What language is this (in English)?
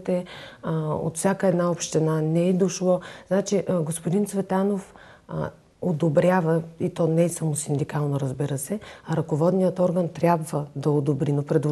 Bulgarian